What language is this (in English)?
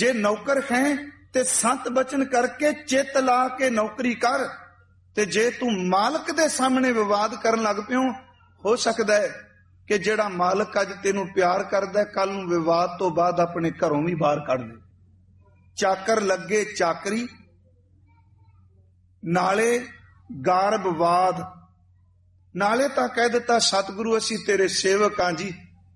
Punjabi